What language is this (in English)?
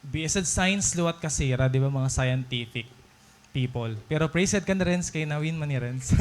Waray